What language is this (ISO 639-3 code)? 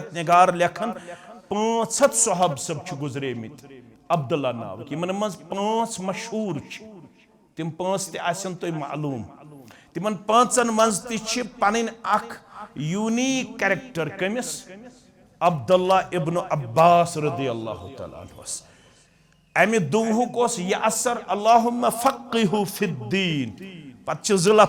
kas